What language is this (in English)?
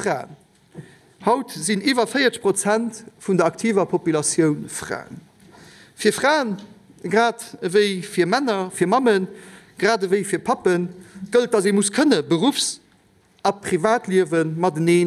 Luxembourgish